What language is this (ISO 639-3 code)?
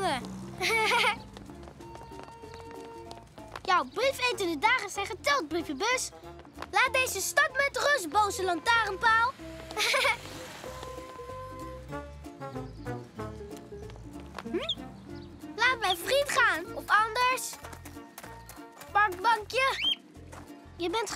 nld